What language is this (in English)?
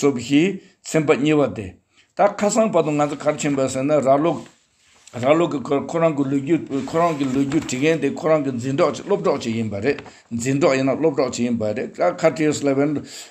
Tibetan